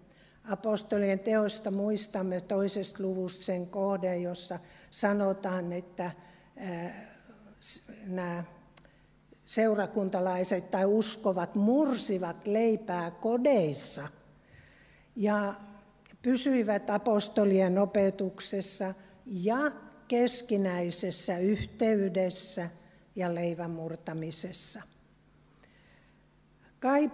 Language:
Finnish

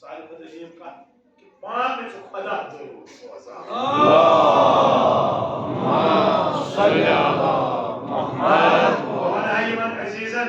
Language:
Kashmiri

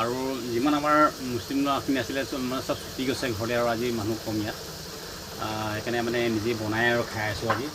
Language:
Assamese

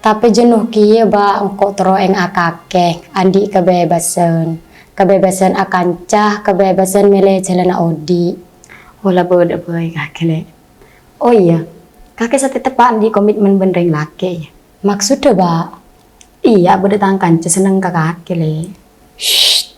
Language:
Madurese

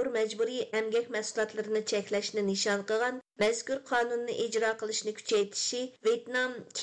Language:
Uyghur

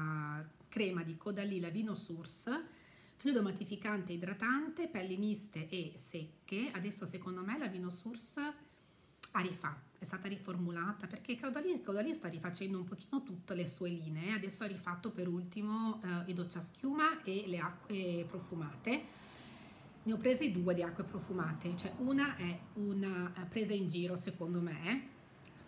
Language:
Italian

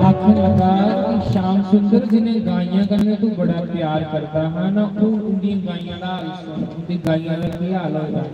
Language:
Dogri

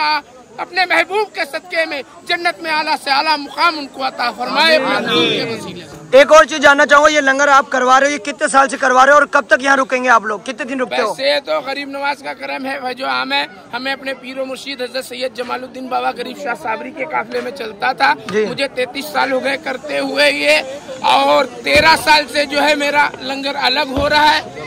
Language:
Hindi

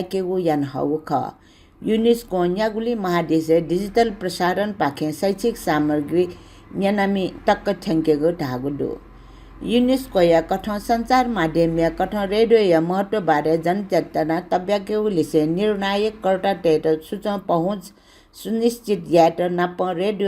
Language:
Newari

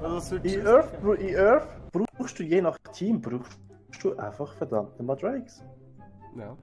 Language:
Swiss German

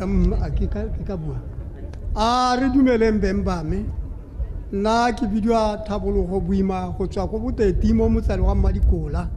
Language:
Tswana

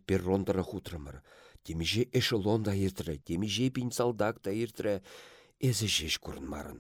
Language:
Chuvash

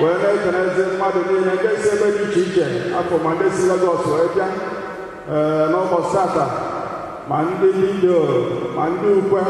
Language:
Igbo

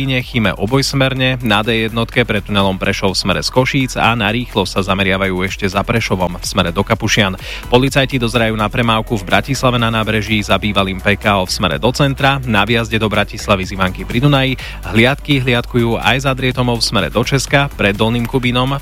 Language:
Slovak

